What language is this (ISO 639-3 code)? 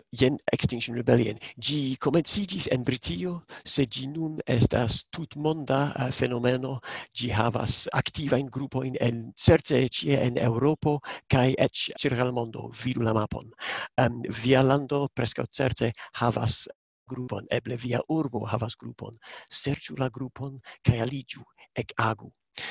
epo